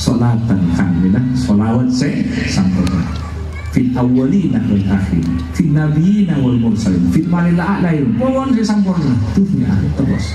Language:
Madurese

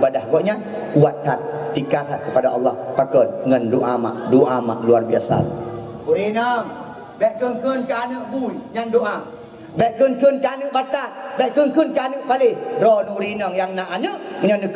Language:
Achinese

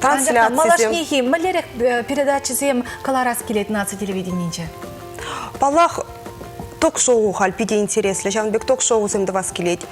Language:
Chuvash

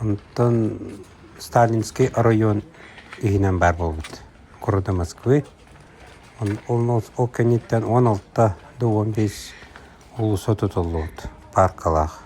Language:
Yakut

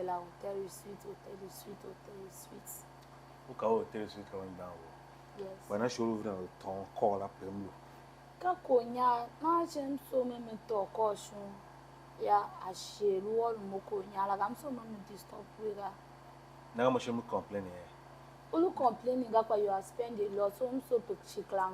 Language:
Tiv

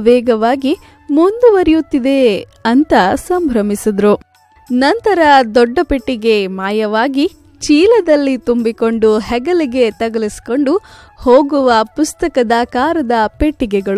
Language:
Kannada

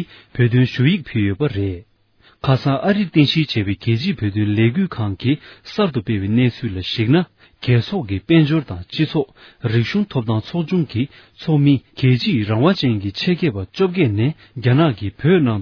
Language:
Tibetan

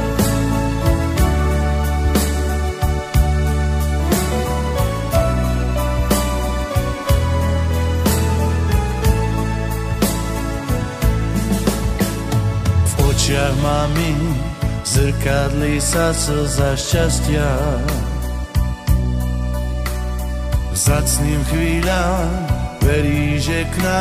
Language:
Slovak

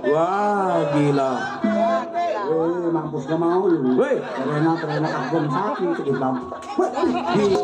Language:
Betawi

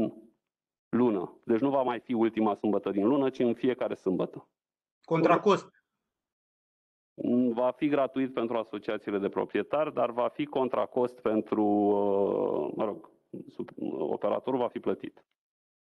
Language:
Romanian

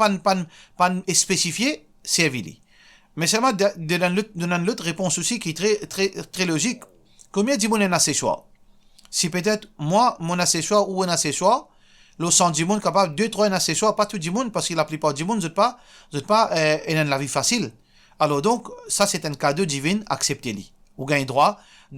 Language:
Morisyen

